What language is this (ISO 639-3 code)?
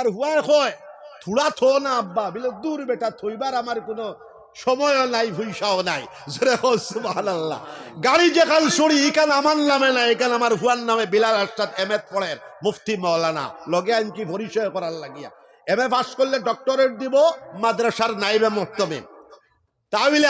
syl